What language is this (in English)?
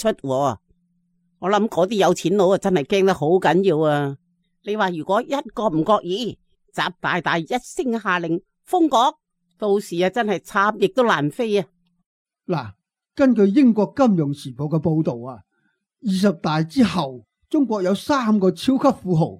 Cantonese